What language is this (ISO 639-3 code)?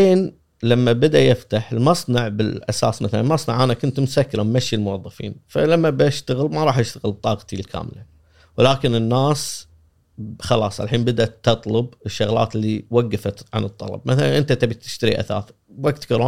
afb